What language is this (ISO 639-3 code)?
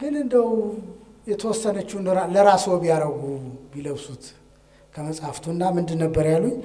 amh